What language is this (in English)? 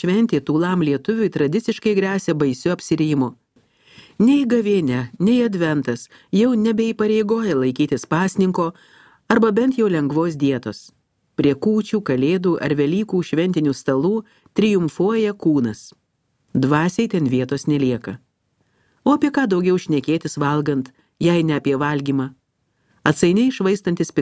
Lithuanian